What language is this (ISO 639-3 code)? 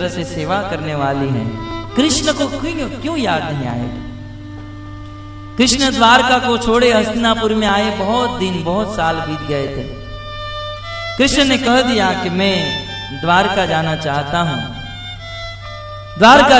hin